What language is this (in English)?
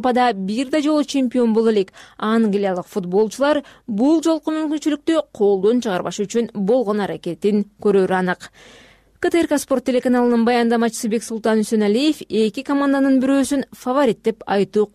Kyrgyz